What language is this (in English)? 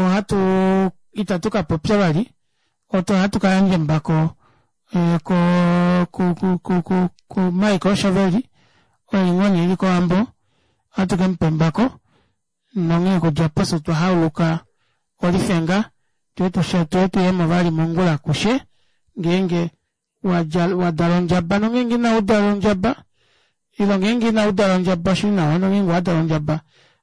Kuanyama